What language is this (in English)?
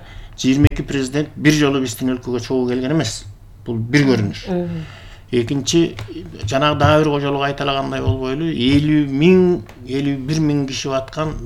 Kyrgyz